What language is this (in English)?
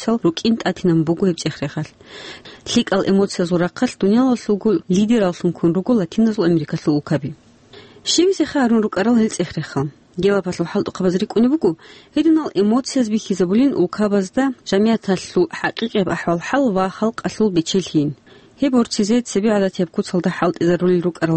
Avaric